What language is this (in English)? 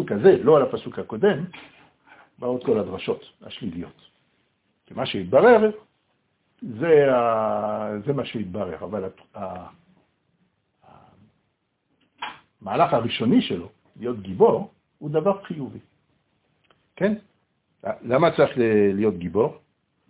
Hebrew